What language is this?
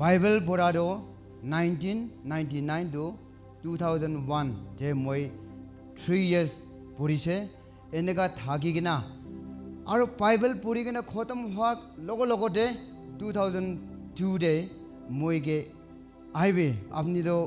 Naga Pidgin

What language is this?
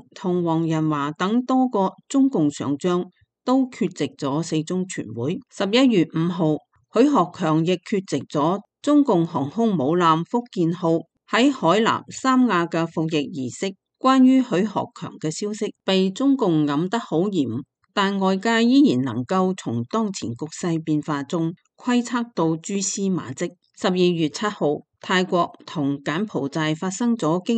Cantonese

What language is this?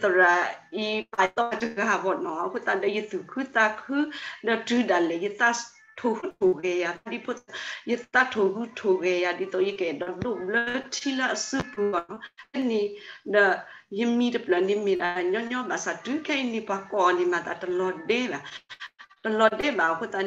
S'gaw Karen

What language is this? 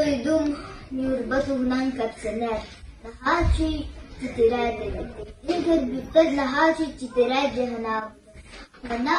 Yakut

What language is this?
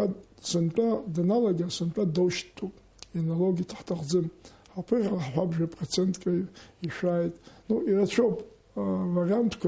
Abkhazian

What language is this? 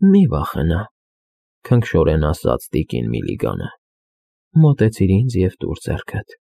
Armenian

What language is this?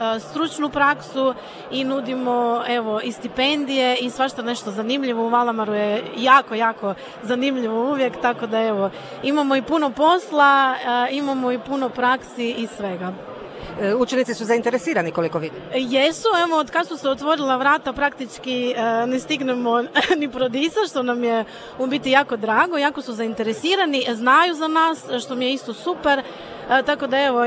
Croatian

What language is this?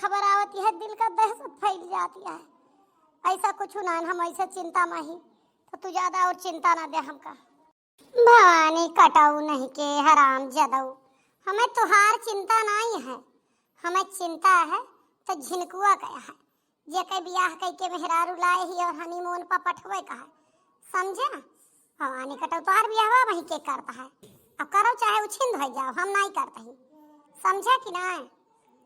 Awadhi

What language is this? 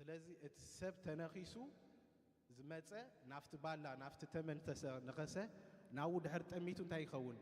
Tigrinya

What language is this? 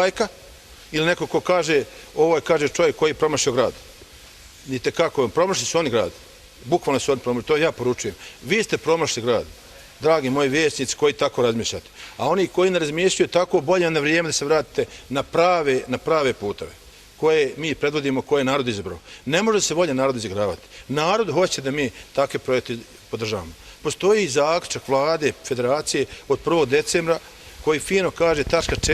Bosnian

